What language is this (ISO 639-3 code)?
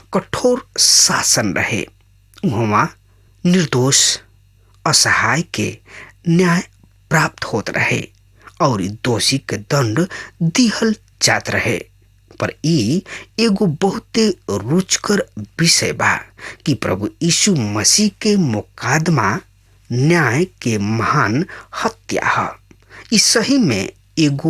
bho